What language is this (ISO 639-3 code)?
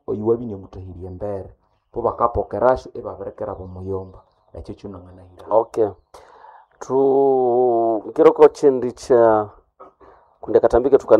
nnb